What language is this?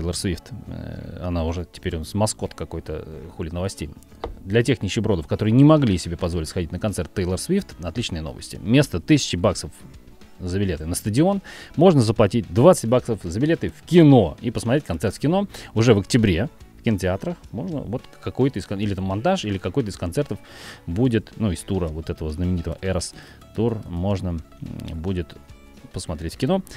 Russian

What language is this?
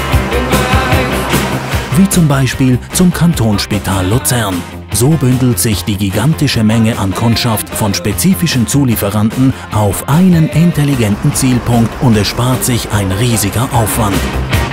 German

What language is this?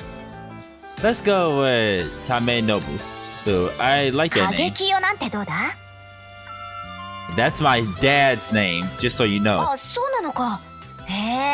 Japanese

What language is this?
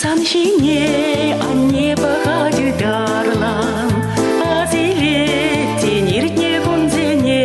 Chuvash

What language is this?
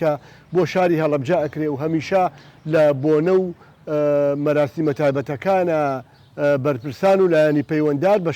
Central Kurdish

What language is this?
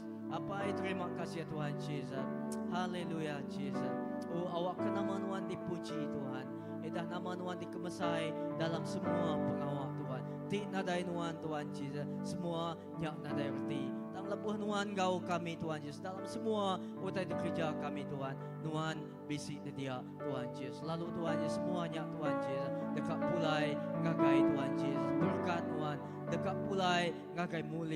Iban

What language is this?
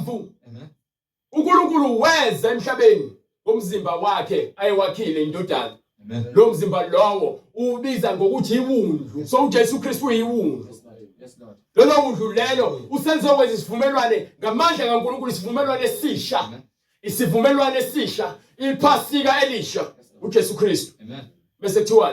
Zulu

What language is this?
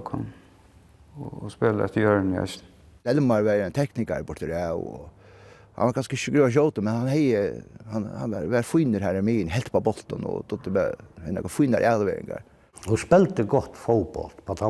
Faroese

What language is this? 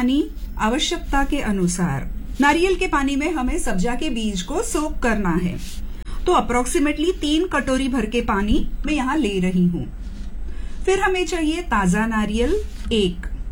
Hindi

